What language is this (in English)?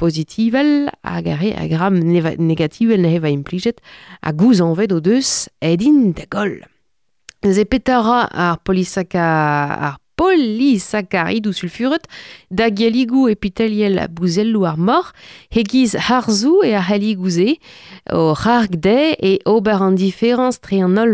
Breton